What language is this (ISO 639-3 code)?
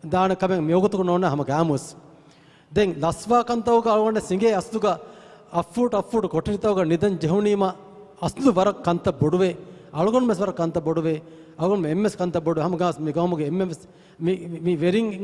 div